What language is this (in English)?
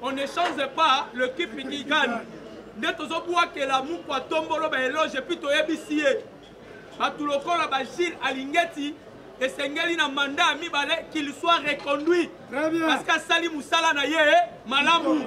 Lingala